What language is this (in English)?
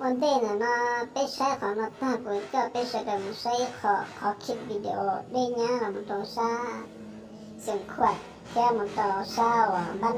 Hmong